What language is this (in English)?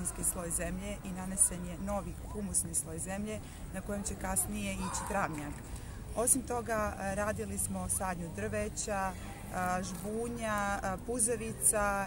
Bosnian